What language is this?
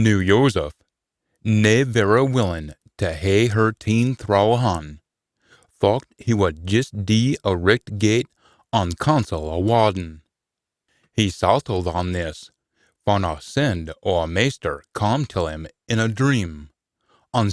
Scots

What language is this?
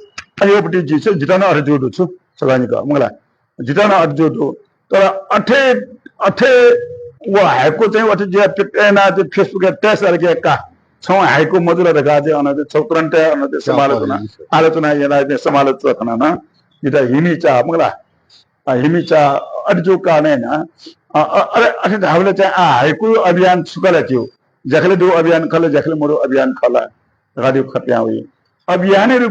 Newari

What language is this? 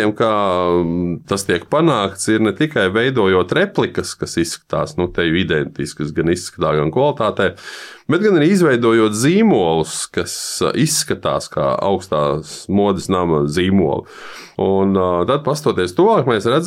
Latvian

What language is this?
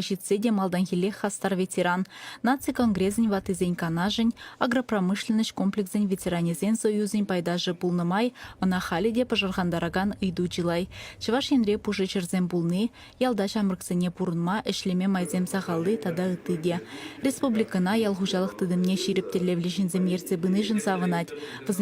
Chuvash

